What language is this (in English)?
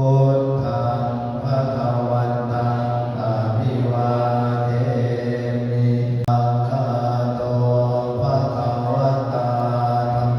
Pali